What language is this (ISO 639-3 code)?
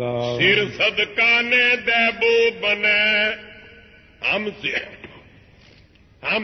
pan